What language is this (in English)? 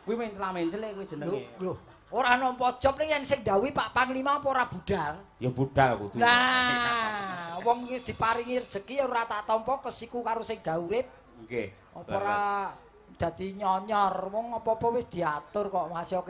Javanese